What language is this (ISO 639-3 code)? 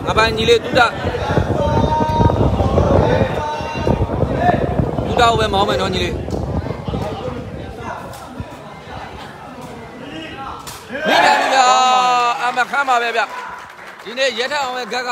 mya